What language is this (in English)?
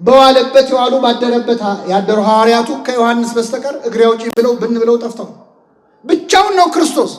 Amharic